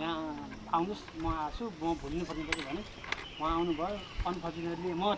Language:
Nepali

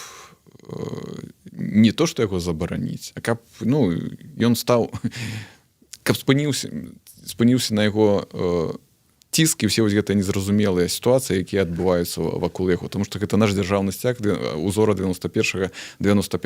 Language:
Belarusian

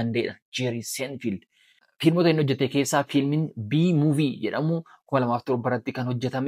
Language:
Oromo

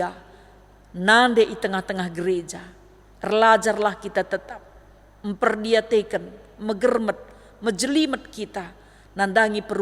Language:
Batak Karo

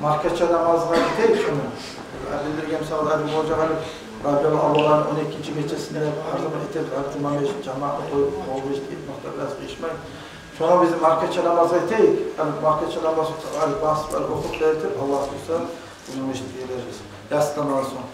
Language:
Kumyk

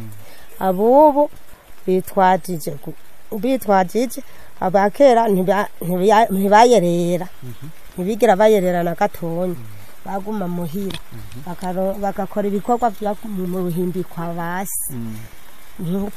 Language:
Rundi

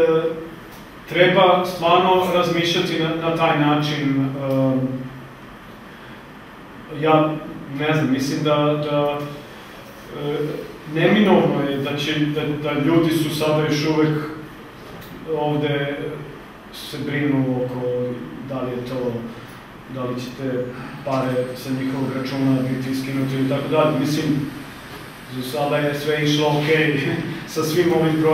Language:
Serbian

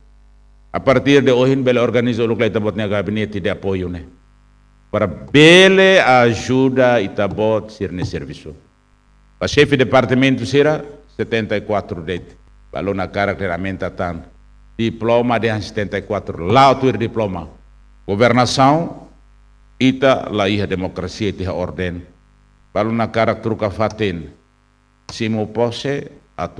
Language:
Tetum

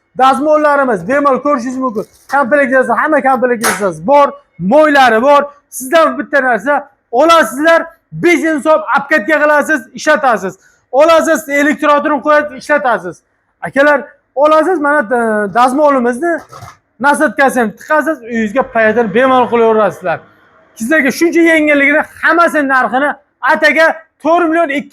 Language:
Uzbek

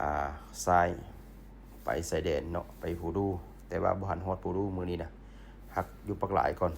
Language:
Lao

